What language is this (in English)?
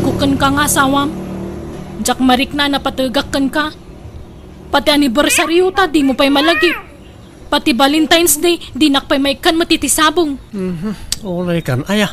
Iloko